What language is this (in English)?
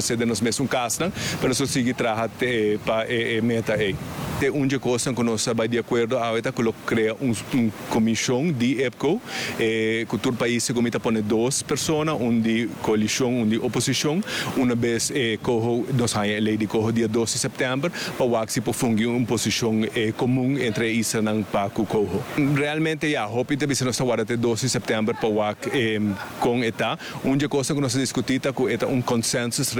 Papiamento